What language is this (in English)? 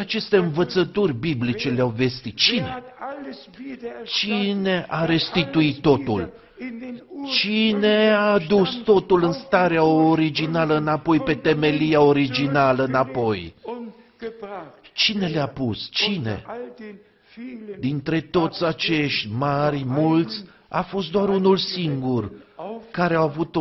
Romanian